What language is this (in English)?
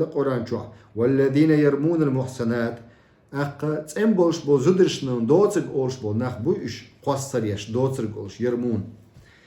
Chechen